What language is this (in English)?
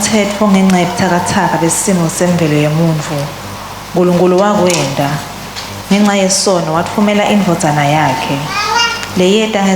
Swati